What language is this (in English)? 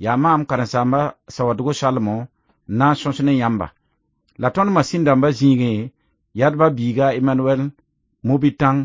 Mossi